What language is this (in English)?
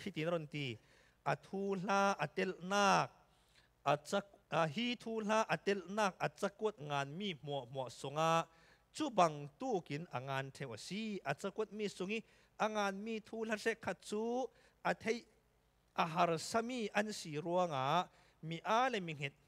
Falam Chin